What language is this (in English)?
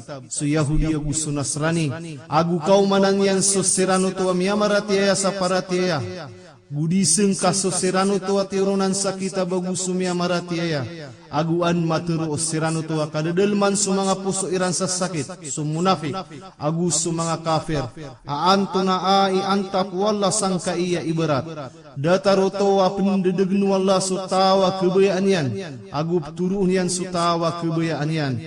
Maranao